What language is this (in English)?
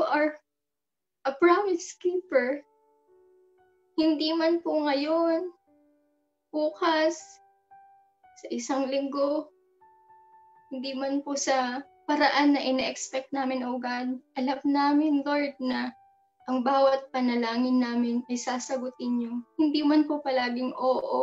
Filipino